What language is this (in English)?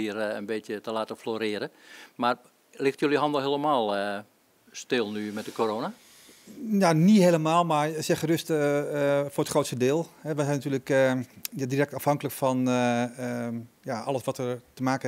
Dutch